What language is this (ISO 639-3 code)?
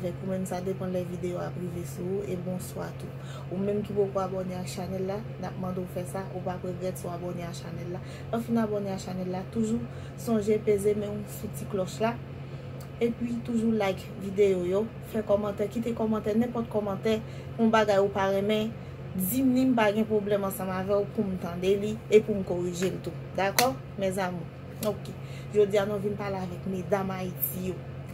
hat